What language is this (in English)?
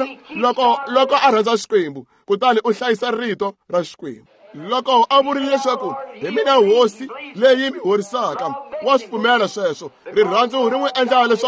Tsonga